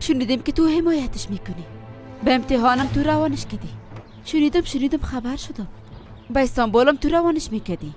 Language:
Persian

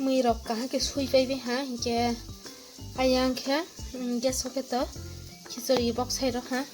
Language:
Kok Borok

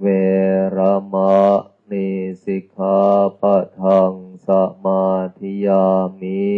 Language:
Pali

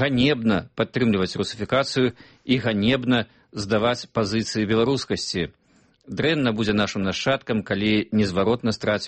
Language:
Belarusian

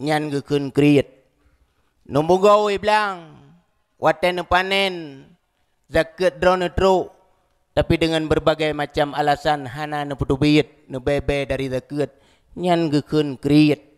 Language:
Achinese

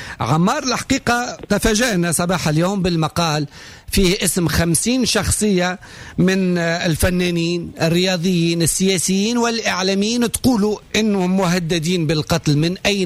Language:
Tunisian Arabic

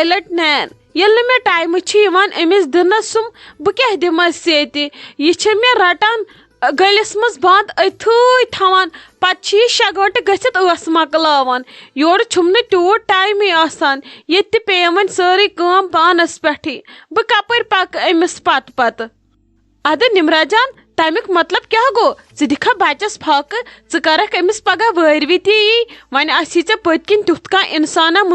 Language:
Kashmiri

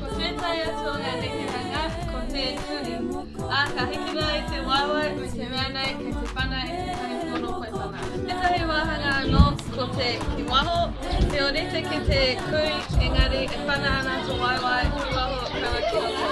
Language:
Māori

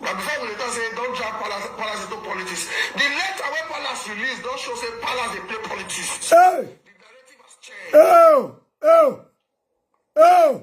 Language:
Nigerian Pidgin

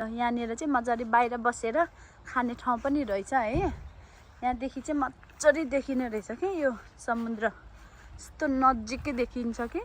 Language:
Nepali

